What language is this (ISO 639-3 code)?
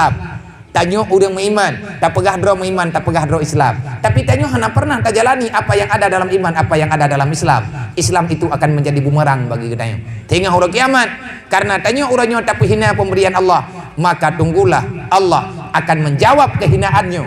ace